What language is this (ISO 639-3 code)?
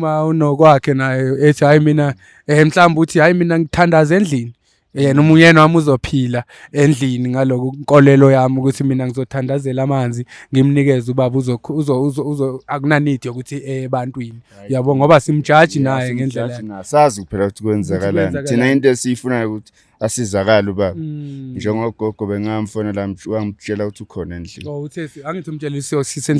zul